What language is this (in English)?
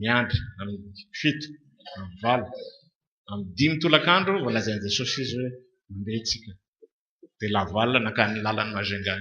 Malagasy